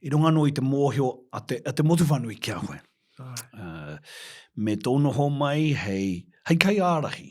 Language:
Māori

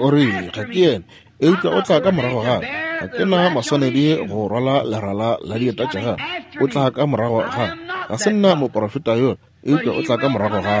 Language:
Northern Sotho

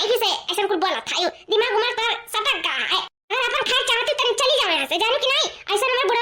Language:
Awadhi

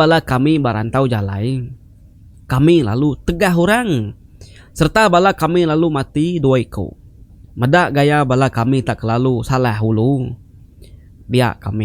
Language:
Iban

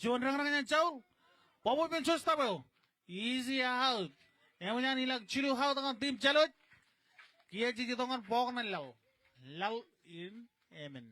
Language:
Marshallese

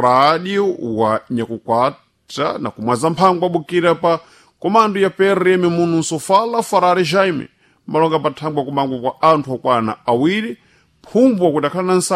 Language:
Sena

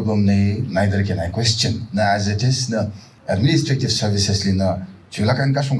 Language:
Tangkhul Naga (India)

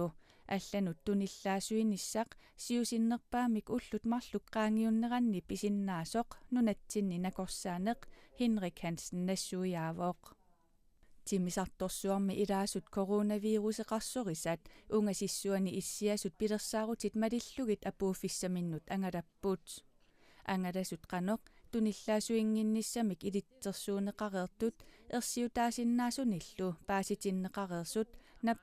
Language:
Kalaallisut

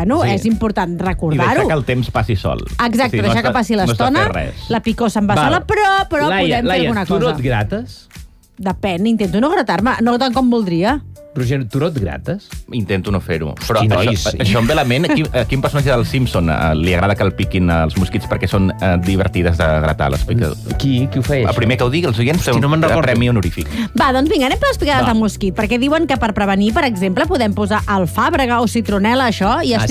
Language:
Catalan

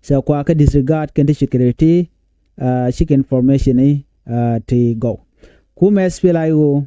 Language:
Nuer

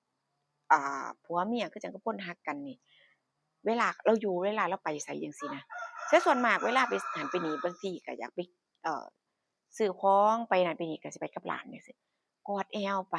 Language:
Northeastern Thai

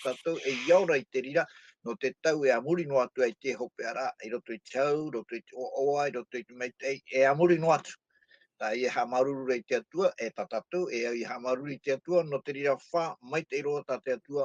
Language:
Tahitian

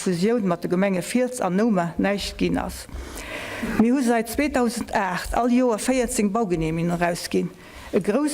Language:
Luxembourgish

